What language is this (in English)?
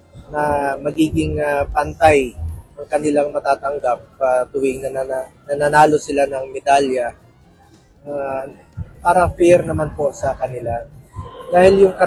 Filipino